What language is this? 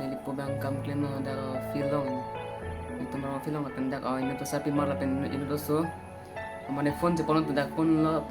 Karbi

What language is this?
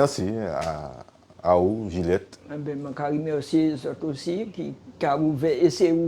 Guadeloupean Creole French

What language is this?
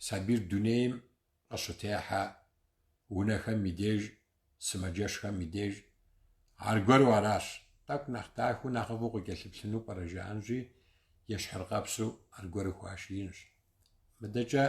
Kabardian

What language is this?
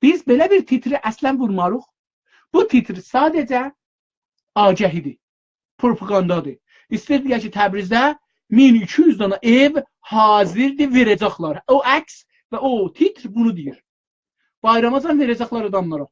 South Azerbaijani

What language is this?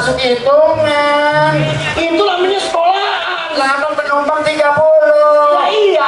Betawi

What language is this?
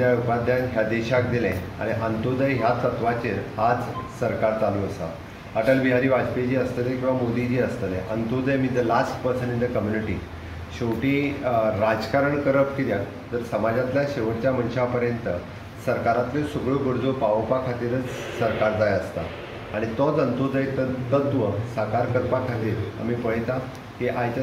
Konkani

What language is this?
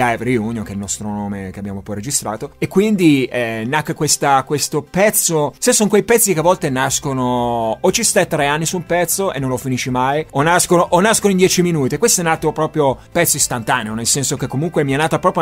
Italian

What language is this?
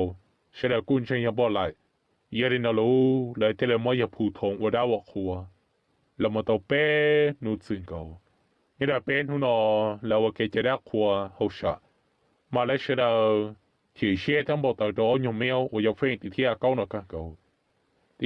Hmong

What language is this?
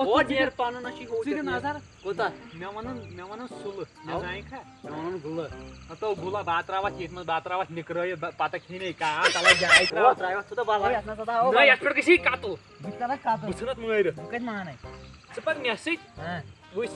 Kashmiri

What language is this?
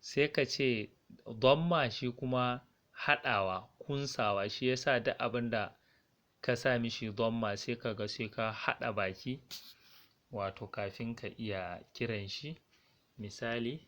Hausa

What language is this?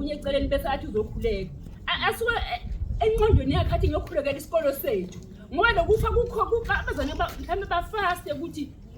Zulu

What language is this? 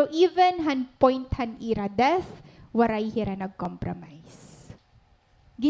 Waray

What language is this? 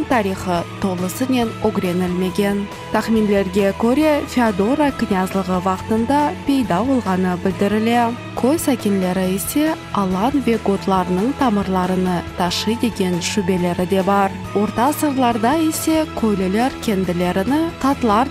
Crimean Tatar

